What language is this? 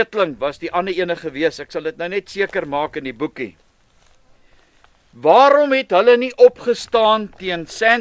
Afrikaans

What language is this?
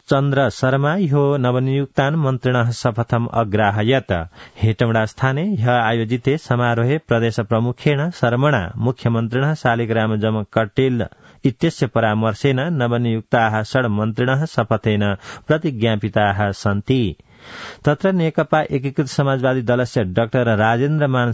Sanskrit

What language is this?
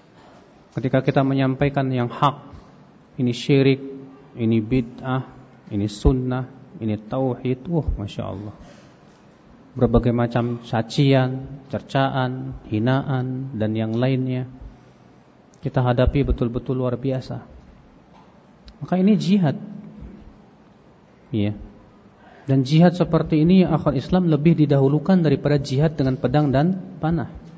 Indonesian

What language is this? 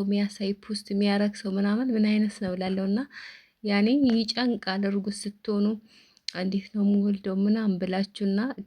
Amharic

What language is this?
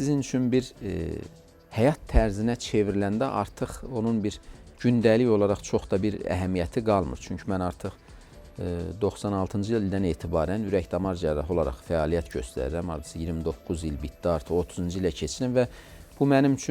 Azerbaijani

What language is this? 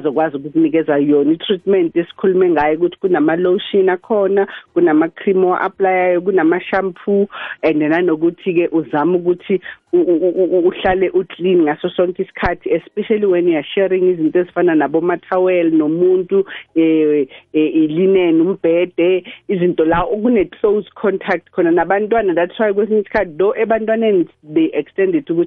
South Ndebele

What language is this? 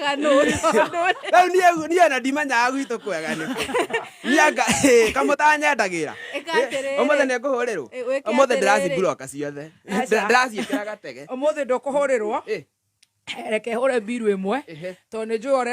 Kikuyu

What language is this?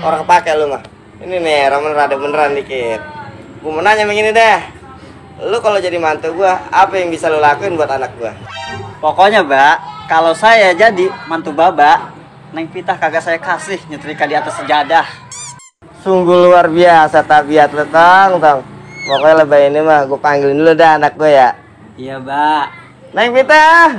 Betawi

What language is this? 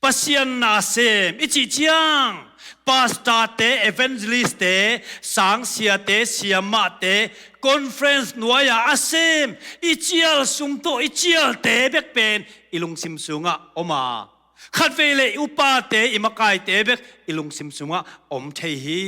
Tedim Chin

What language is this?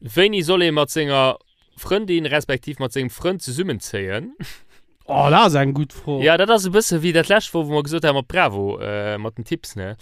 Luxembourgish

